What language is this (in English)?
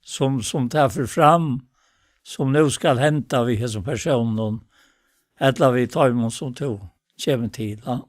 Faroese